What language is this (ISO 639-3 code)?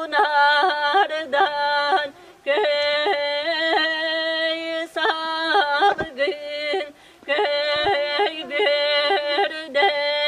sah